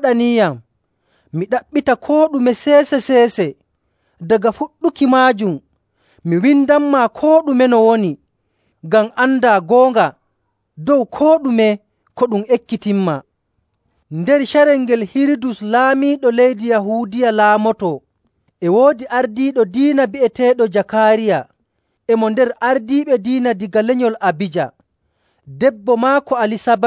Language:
Nigerian Fulfulde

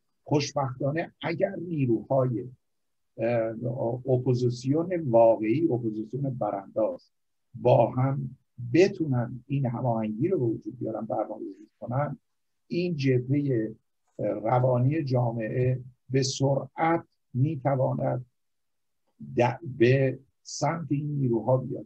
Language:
Persian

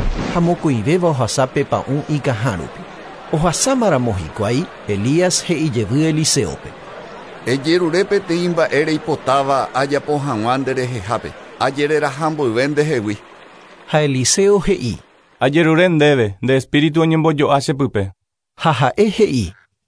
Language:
Guarani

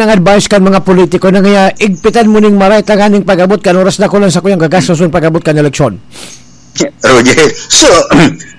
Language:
Bikol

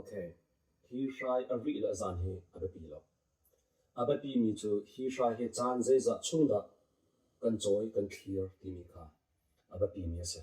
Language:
Hakha Chin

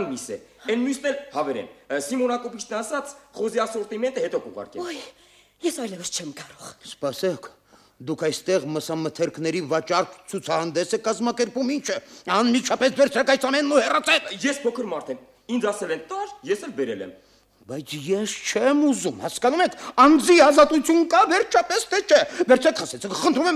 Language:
Armenian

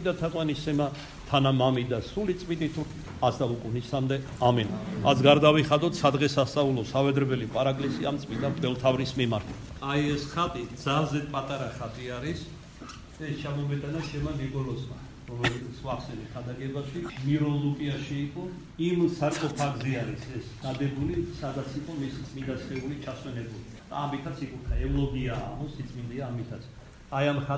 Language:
Georgian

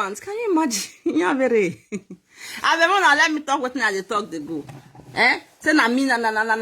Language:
Nigerian Pidgin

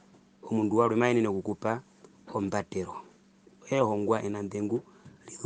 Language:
Herero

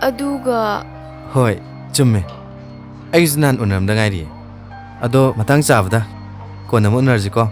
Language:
Manipuri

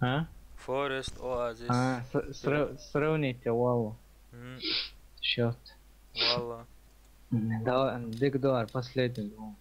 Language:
Chechen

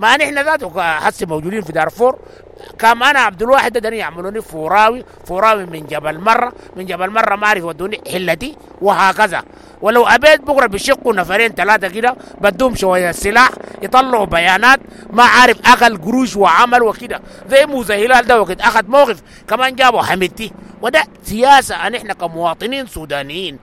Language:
Sudanese Arabic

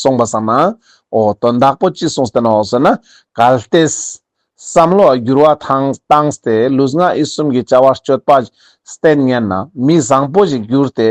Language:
Ladakhi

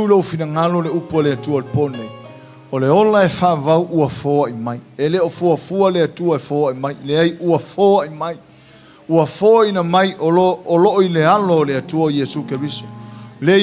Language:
Samoan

